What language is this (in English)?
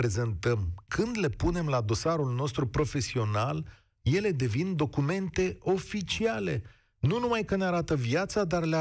Romanian